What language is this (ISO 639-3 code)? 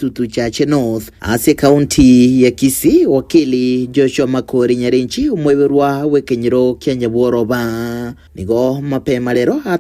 guz